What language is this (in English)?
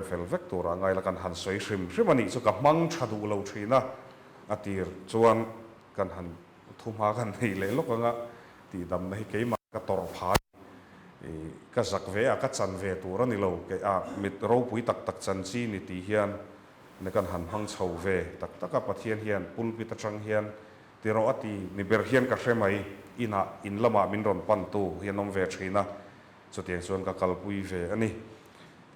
Mizo